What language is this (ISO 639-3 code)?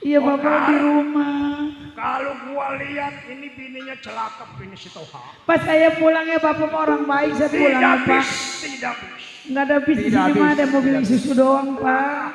bew